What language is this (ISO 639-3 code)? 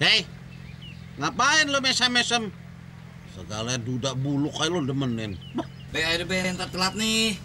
bew